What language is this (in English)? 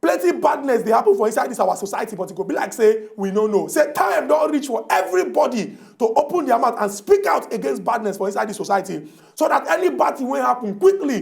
Nigerian Pidgin